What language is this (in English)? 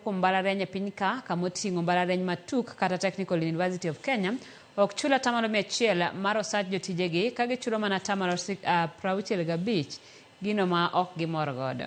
Luo (Kenya and Tanzania)